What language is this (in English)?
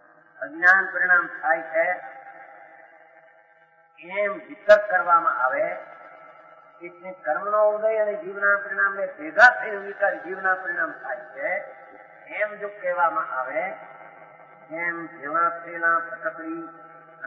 Gujarati